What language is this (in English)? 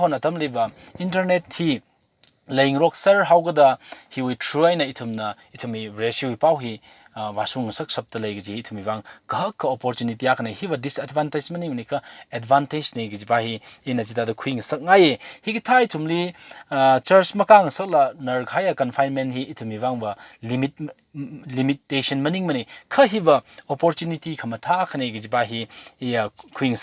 Tangkhul Naga (India)